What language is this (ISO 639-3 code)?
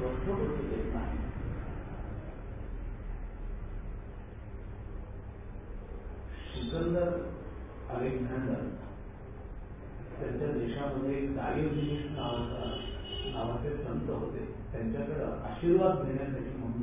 mar